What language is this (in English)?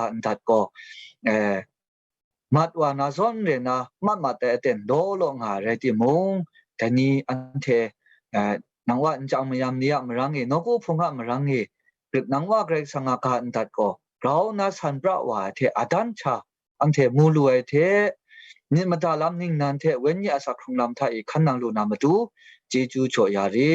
Kachin